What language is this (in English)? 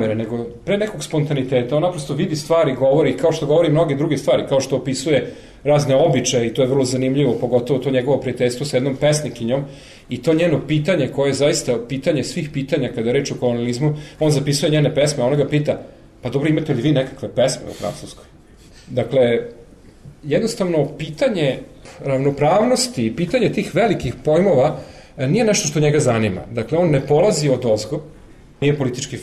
Serbian